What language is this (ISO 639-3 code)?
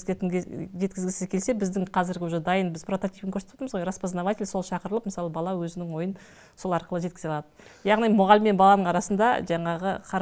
kaz